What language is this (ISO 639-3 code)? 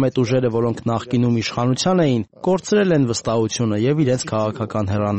hye